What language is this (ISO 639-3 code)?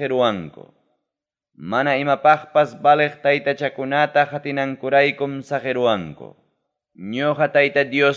quy